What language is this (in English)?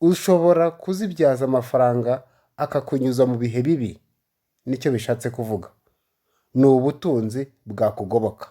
Kinyarwanda